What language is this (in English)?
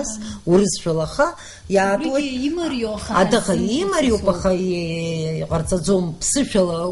Abkhazian